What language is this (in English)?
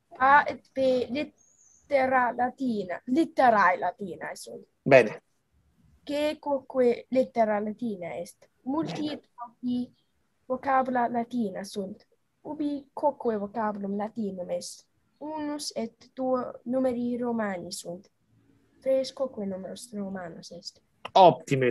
Latin